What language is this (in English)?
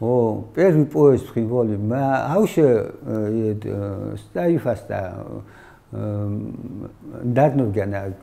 Ossetic